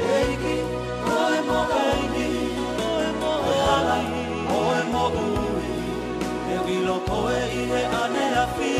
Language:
Tongan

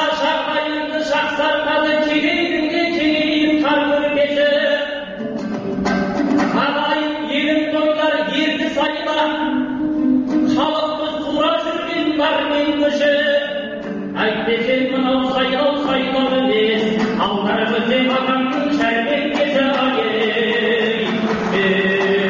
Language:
Kazakh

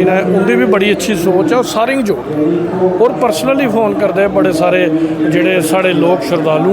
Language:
Dogri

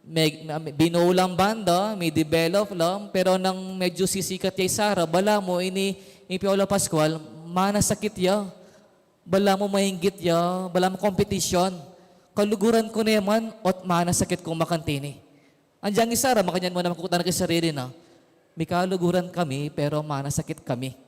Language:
Pampanga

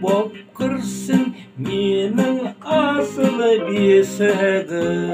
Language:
Kazakh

